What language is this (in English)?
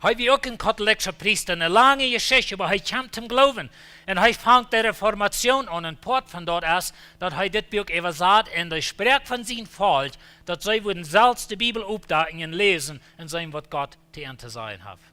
Plautdietsch